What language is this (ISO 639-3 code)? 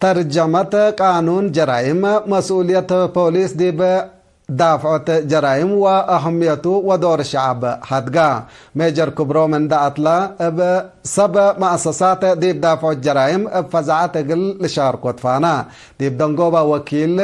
tig